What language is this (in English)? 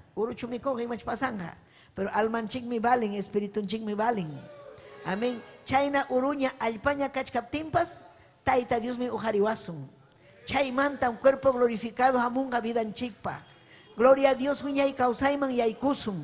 Ayacucho Quechua